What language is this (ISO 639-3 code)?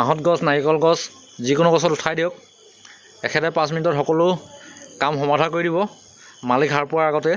asm